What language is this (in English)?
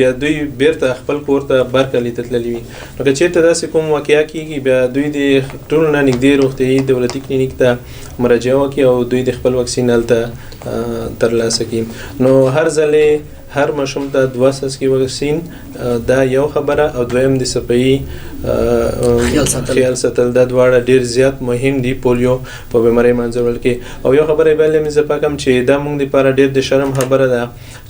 Pashto